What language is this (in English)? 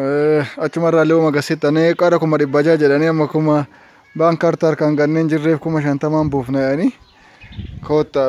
Oromo